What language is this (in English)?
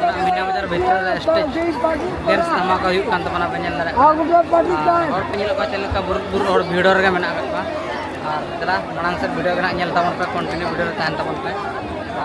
Santali